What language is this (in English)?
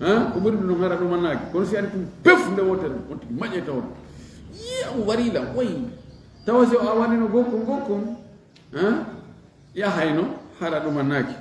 Fula